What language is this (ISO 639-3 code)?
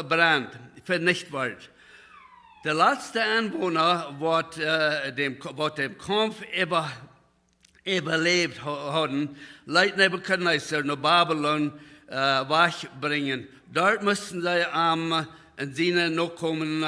pdt